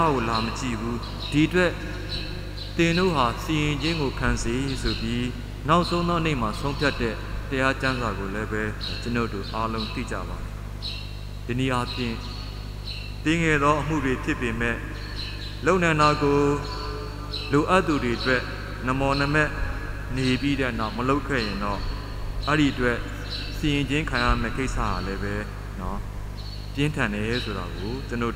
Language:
Burmese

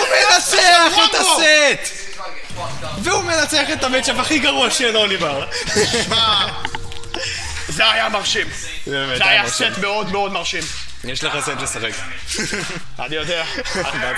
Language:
Hebrew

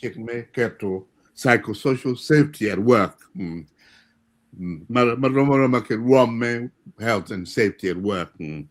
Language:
Acoli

